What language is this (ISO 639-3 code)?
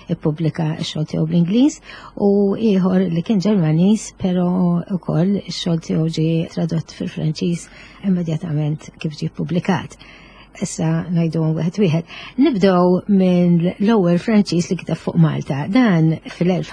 mlt